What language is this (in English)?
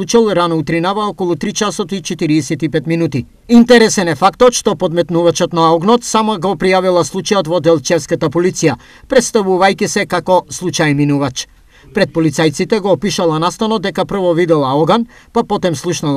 Macedonian